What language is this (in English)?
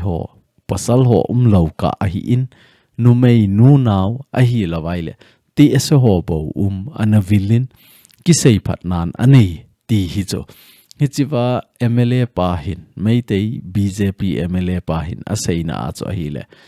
Thado Chin